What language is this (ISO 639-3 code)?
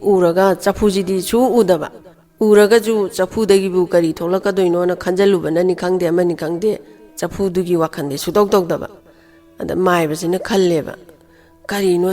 mni